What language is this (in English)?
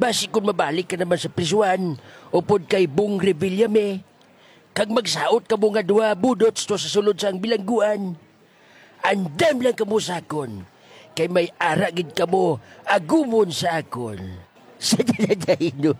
Hiligaynon